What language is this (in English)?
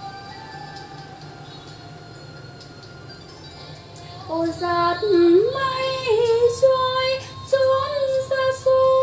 Vietnamese